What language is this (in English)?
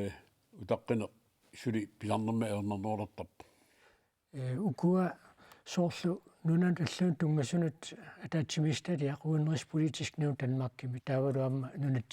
Kalaallisut